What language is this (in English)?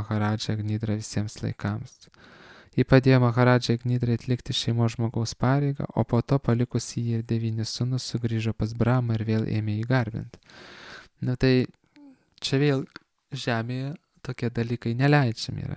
Lithuanian